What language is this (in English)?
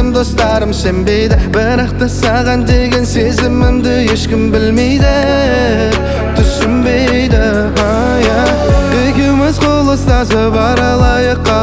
Kazakh